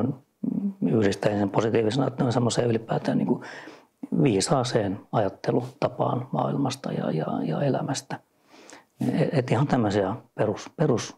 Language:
Finnish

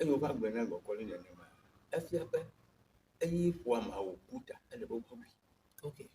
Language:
Ewe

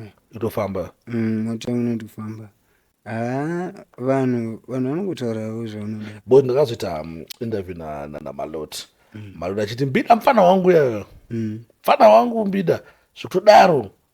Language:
Shona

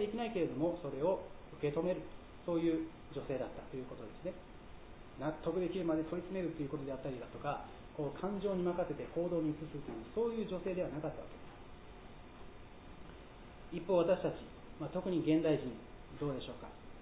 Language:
Japanese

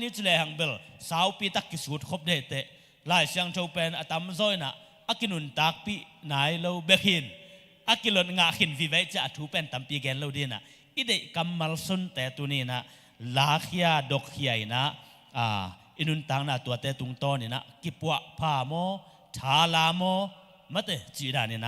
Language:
Tedim Chin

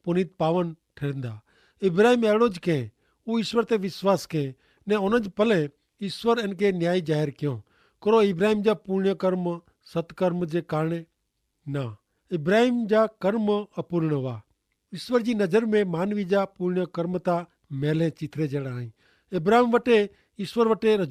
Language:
Kachhi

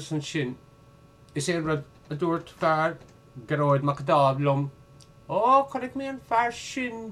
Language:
Irish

